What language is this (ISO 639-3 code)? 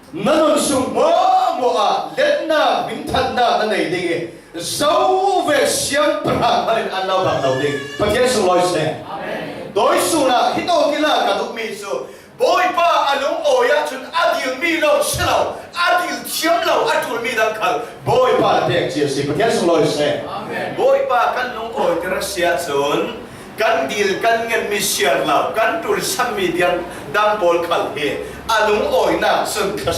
cfm